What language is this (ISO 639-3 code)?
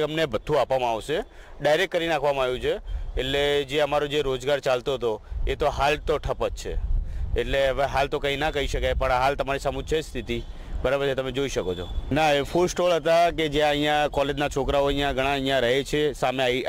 guj